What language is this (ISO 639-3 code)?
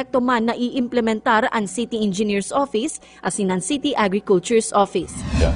bik